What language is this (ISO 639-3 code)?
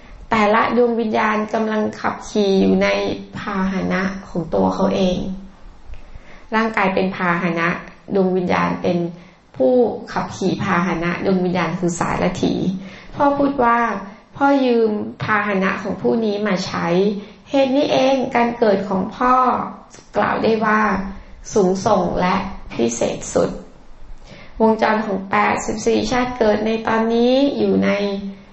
tha